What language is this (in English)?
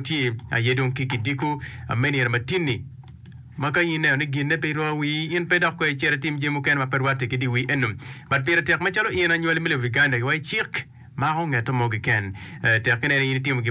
Acoli